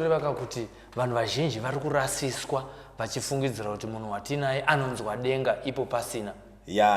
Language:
Shona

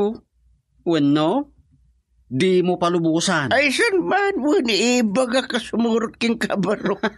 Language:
Iloko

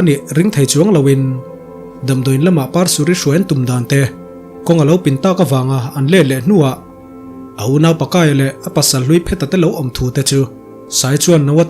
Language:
Mizo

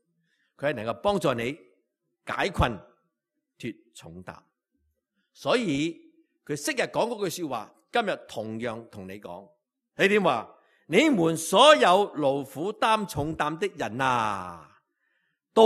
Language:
Cantonese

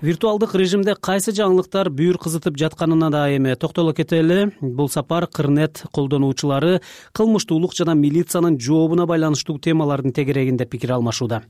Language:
Kyrgyz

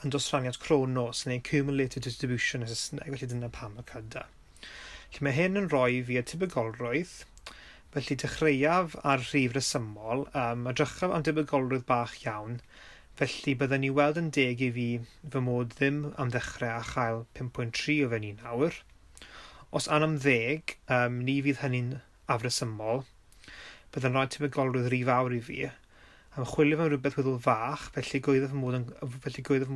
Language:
Welsh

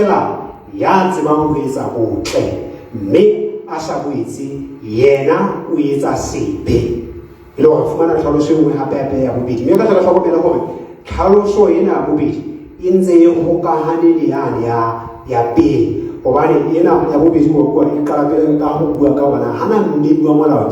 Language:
Southern Sotho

